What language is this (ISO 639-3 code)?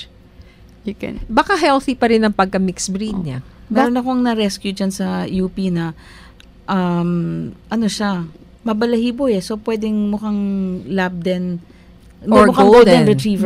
fil